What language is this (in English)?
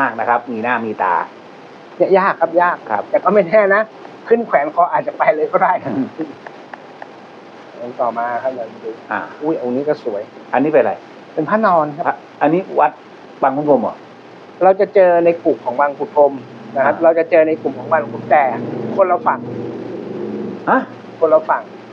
Thai